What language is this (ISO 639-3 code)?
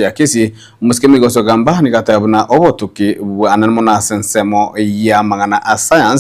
guz